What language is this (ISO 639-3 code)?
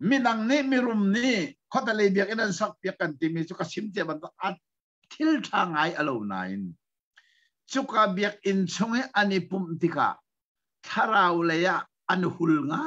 cnh